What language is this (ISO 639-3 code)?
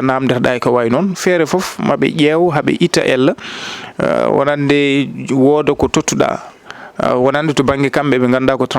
ful